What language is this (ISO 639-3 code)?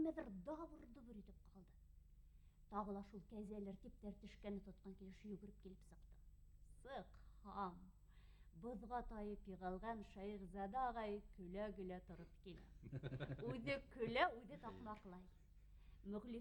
bak